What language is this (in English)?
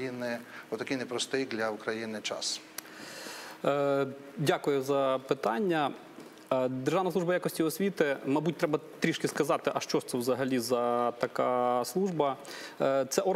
Ukrainian